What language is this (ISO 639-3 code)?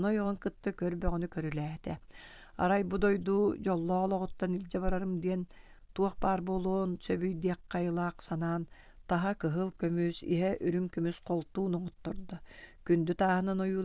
sah